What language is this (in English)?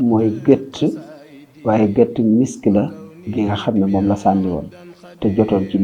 Wolof